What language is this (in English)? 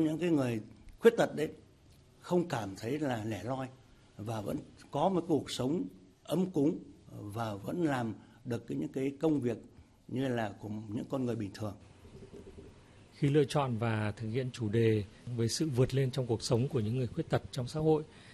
Vietnamese